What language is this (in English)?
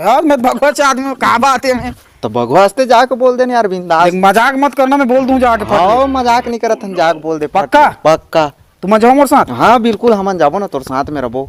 Chhattisgarhi